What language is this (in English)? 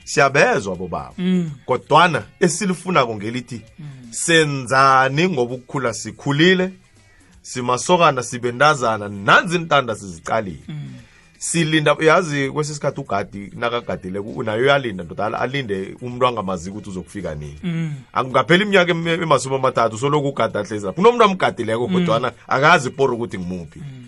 South Ndebele